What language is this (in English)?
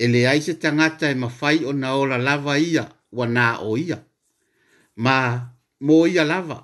Samoan